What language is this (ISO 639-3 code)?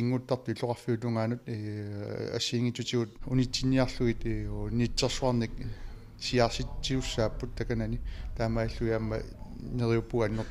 kal